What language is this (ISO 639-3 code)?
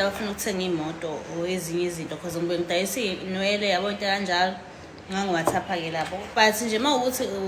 zul